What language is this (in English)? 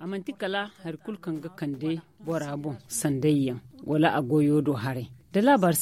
Zarma